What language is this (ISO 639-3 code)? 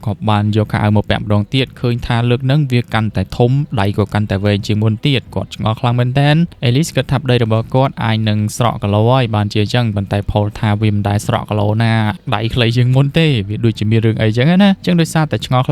khm